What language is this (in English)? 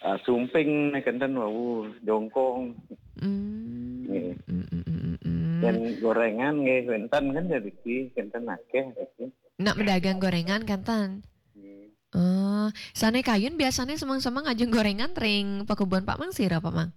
Balinese